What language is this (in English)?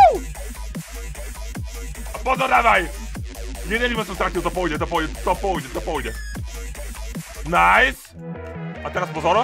Slovak